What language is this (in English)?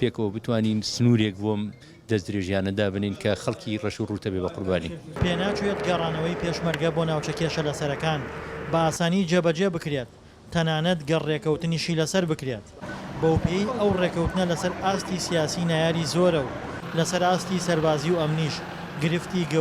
Central Kurdish